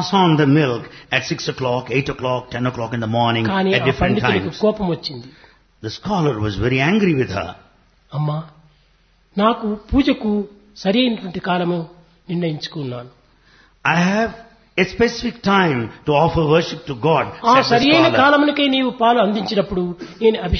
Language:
Telugu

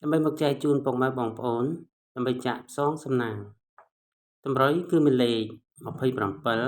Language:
Khmer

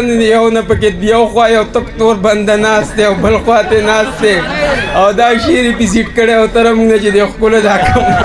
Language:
Pashto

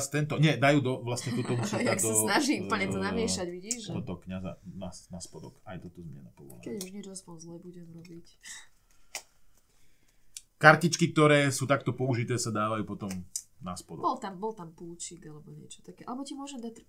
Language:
Slovak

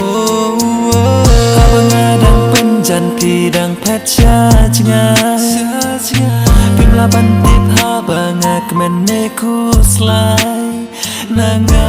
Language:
Khasi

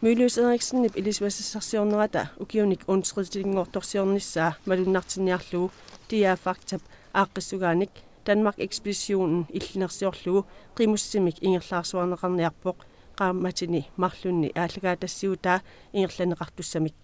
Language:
Kalaallisut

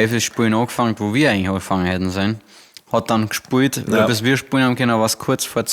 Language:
Bavarian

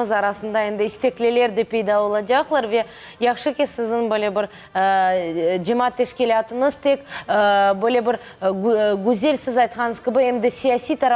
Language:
Crimean Tatar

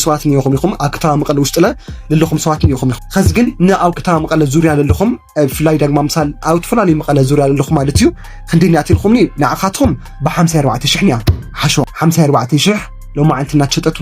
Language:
Tigrinya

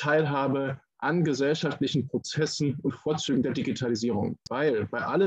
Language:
German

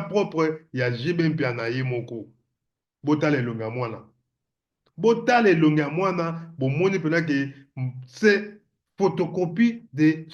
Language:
Lingala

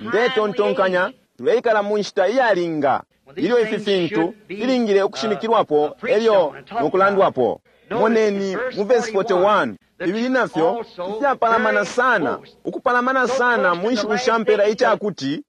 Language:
Bemba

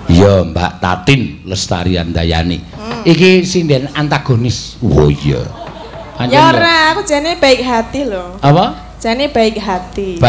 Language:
Javanese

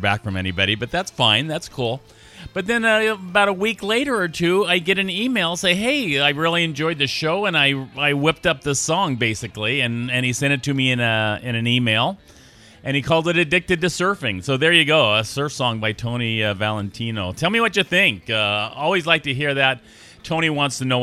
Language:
English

